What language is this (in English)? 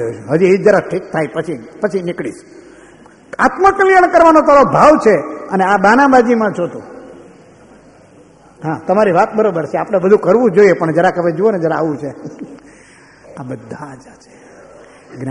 Gujarati